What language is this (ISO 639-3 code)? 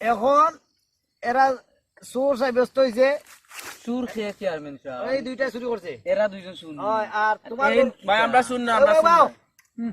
syl